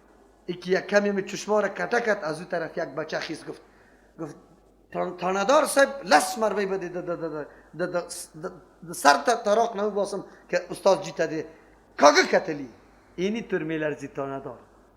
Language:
Persian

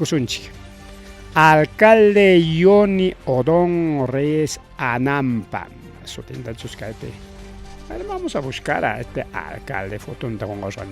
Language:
Ayacucho Quechua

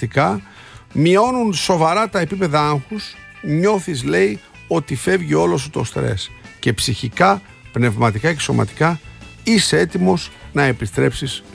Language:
Greek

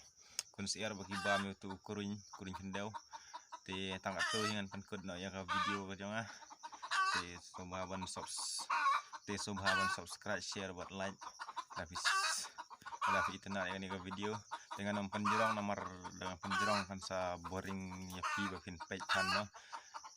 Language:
Khasi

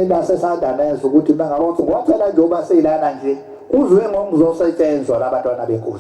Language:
Zulu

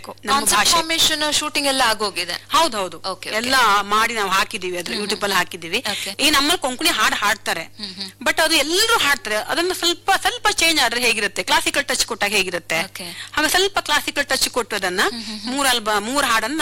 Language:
Kannada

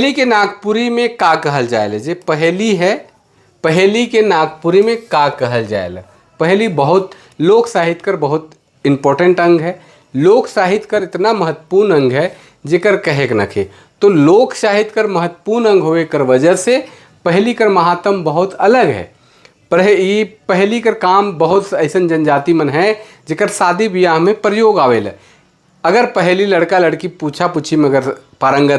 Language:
Sadri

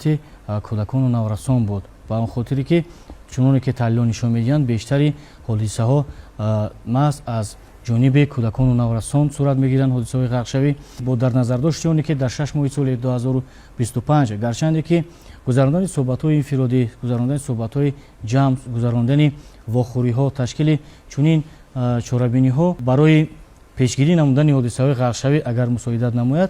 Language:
Tajik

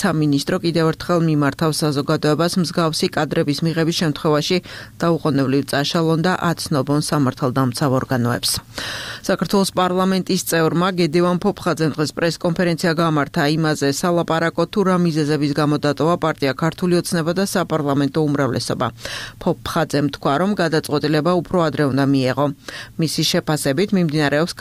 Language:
Georgian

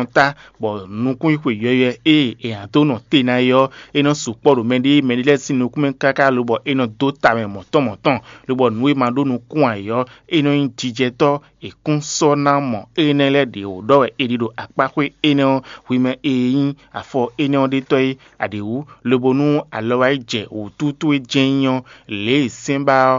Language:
Fon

